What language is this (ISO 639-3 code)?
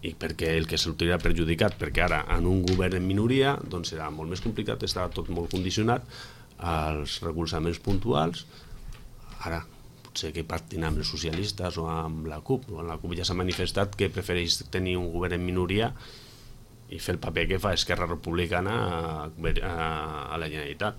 cat